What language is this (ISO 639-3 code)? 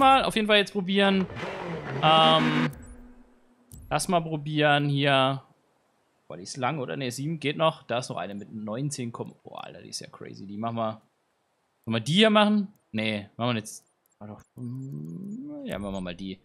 deu